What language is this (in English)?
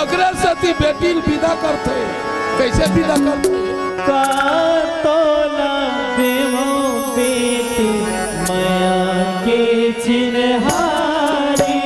Chhattisgarhi